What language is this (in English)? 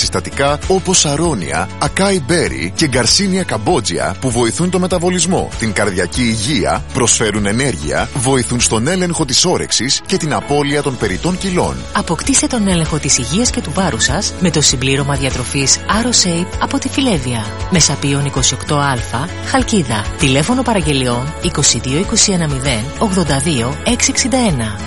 Greek